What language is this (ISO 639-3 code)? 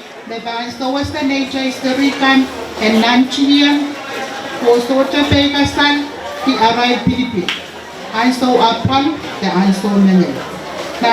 pon